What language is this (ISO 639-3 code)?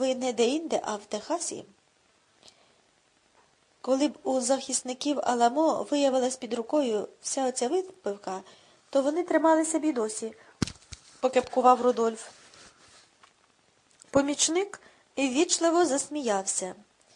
ukr